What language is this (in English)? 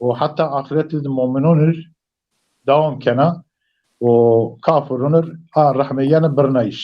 Zaza